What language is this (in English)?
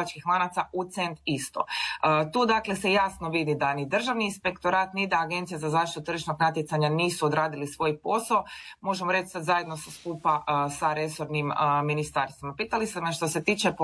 Croatian